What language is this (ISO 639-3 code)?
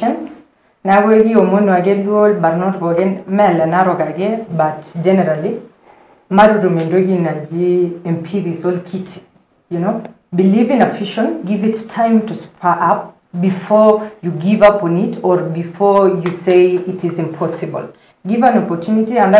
mas